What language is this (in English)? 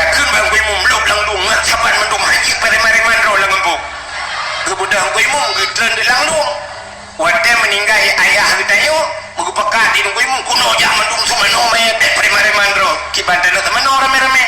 Achinese